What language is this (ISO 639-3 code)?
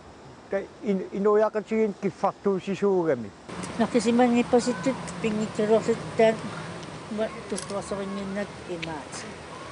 kal